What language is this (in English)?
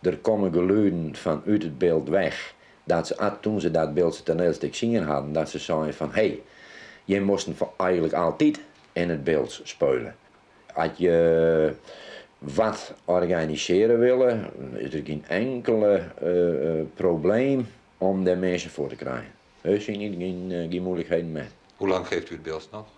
Western Frisian